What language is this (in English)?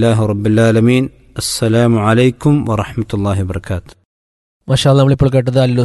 Malayalam